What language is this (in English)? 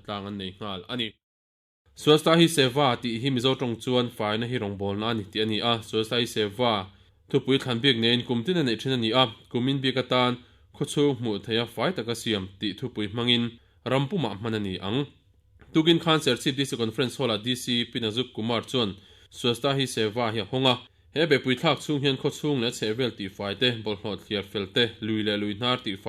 Mizo